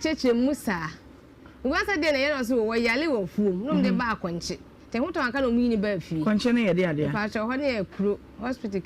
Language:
Akan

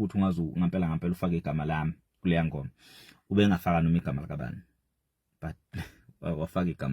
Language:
Zulu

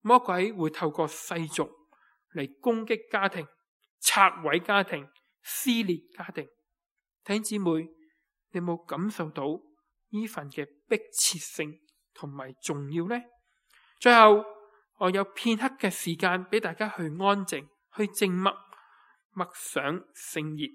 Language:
Cantonese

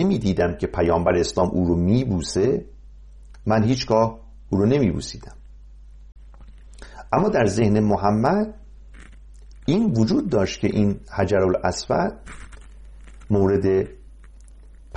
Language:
Persian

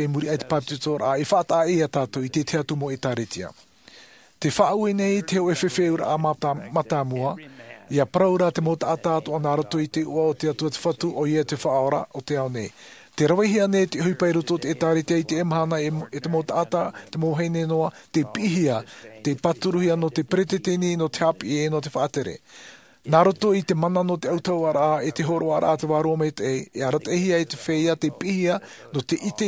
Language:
Tahitian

